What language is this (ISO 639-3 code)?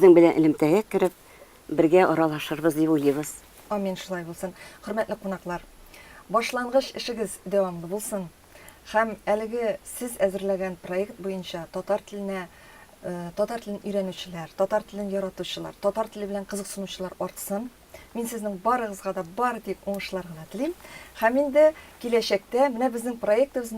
tat